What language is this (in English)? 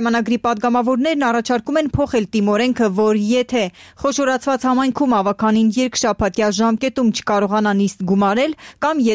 Armenian